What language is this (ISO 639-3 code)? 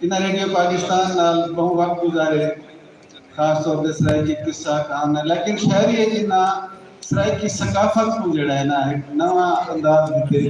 skr